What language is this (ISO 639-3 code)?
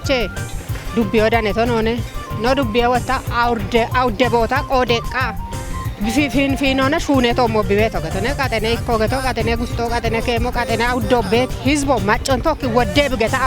kbr